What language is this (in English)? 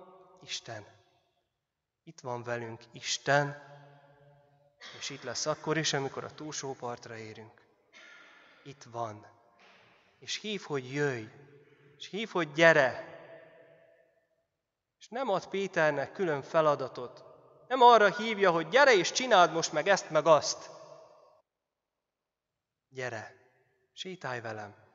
Hungarian